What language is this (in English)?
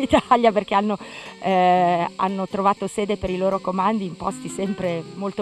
Italian